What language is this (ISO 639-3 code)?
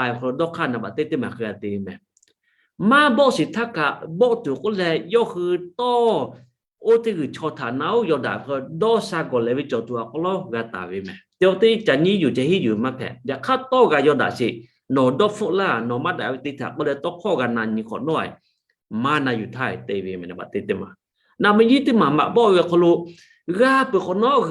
lhu